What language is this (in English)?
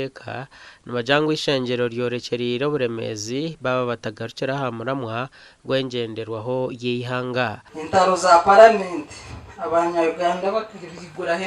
Nyankole